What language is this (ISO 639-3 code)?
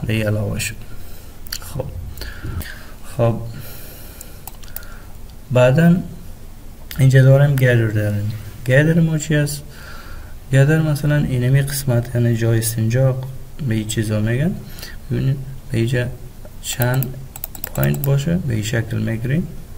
fas